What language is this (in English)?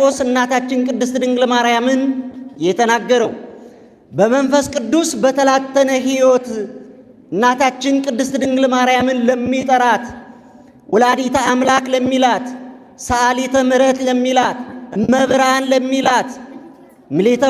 Amharic